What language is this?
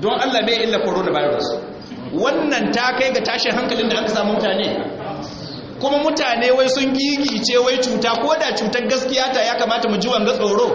Hausa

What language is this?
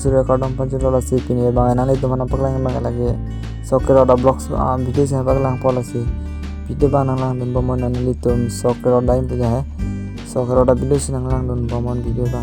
Karbi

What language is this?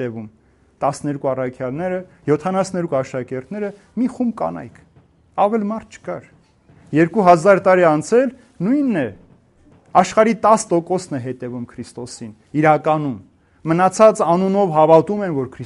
Armenian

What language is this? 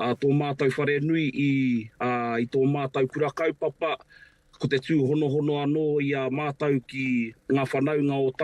Māori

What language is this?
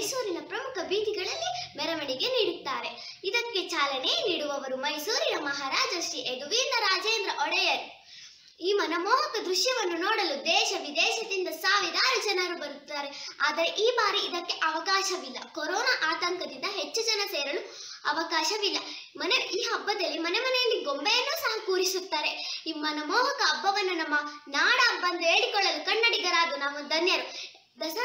Kannada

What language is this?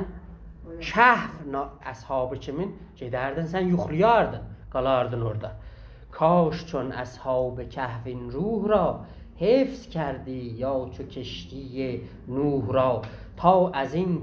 South Azerbaijani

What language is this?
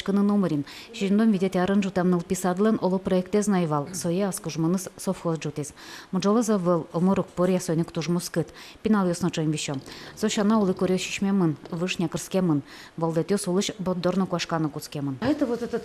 Udmurt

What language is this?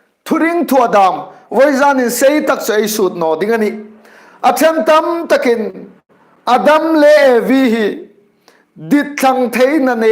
Hmar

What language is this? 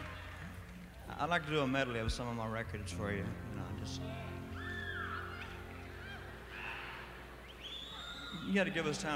English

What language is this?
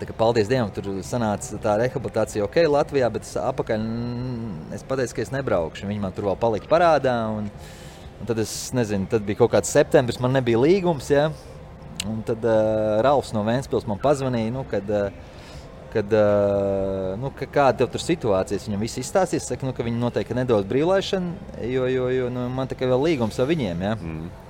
Latvian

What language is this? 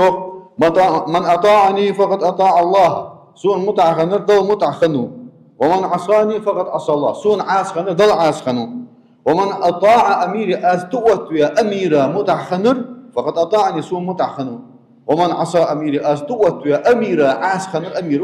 Ingush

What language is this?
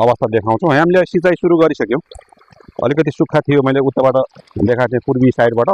Nepali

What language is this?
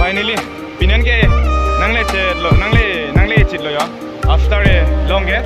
Karbi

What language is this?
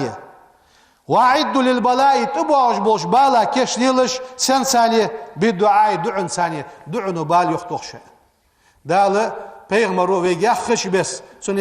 Ingush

